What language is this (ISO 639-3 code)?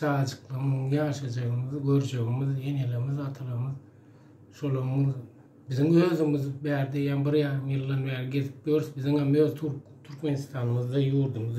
tuk